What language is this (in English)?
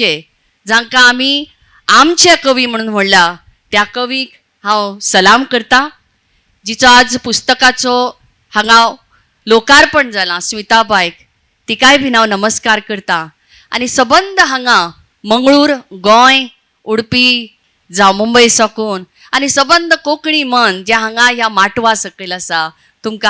Konkani